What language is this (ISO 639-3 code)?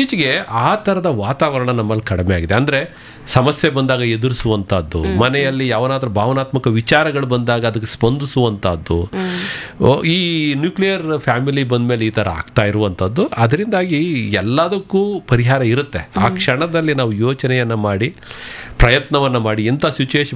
kan